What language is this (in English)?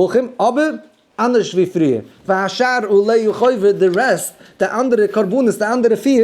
Yiddish